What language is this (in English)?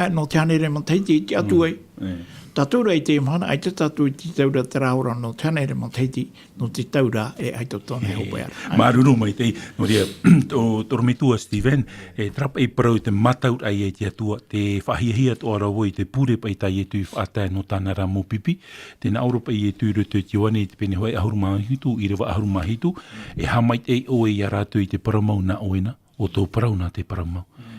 Tahitian